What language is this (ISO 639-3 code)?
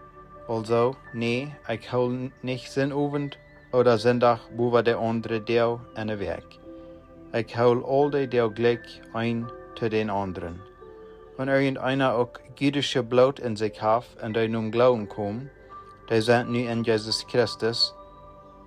pdt